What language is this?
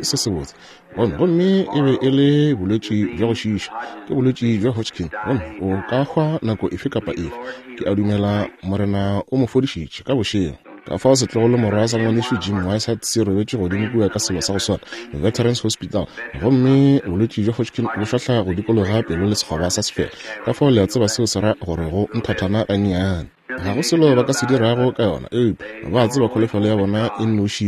Northern Sotho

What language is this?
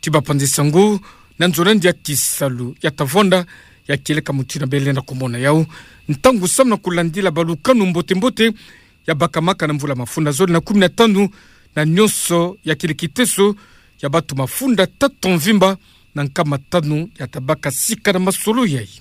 Kituba (Democratic Republic of Congo)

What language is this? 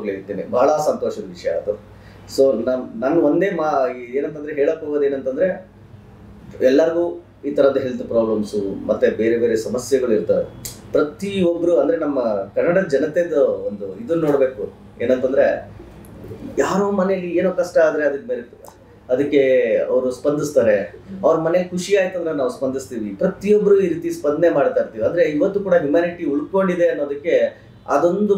Kannada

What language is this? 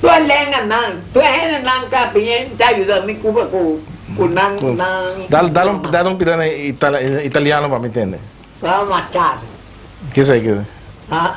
Papiamento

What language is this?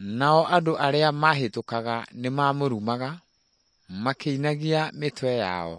Kikuyu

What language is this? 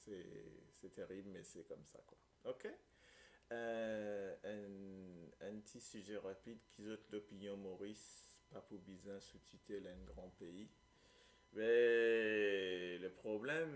Morisyen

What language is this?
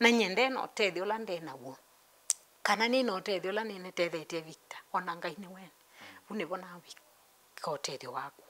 Kamba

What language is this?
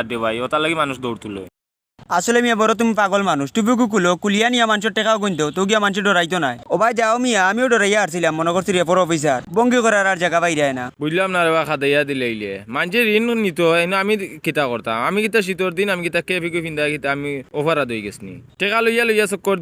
Sylheti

